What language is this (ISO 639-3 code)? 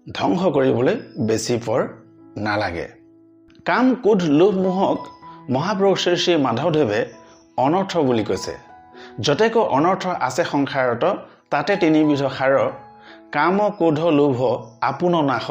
asm